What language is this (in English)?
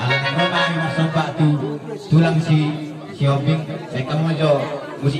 Batak Toba